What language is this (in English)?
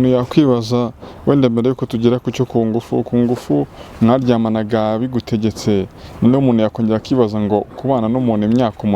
Kinyarwanda